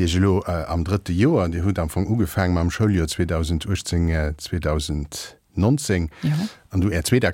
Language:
Luxembourgish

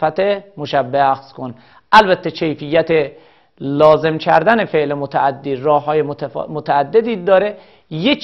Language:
Persian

